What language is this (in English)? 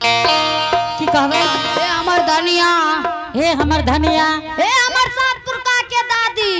Angika